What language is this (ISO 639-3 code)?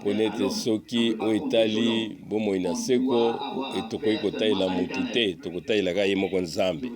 lin